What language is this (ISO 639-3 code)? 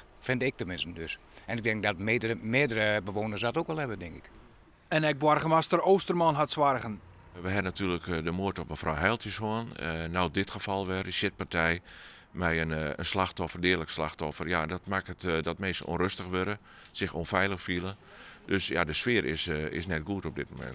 fry